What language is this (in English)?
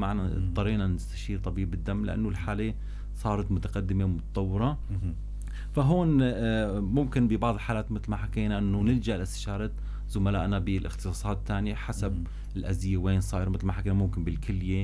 North Levantine Arabic